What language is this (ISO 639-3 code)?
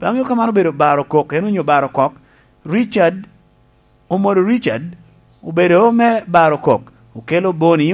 laj